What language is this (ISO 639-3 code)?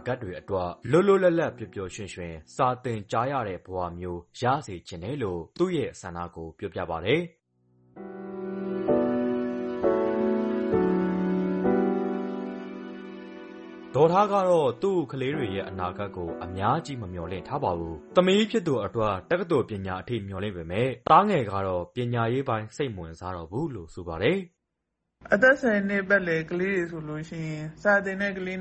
mya